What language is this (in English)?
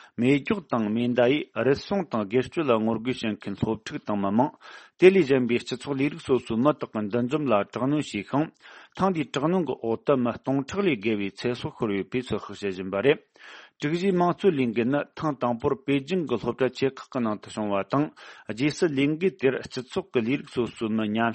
Tibetan